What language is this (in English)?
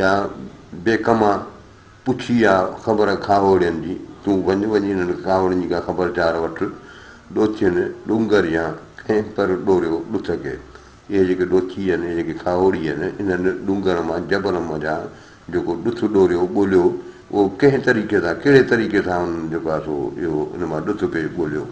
Sindhi